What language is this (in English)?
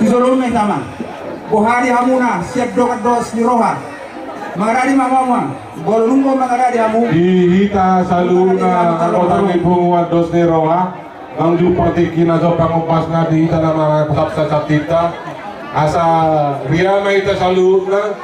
Batak Toba